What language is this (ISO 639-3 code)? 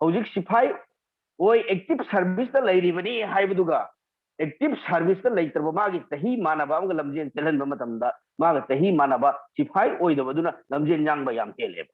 mni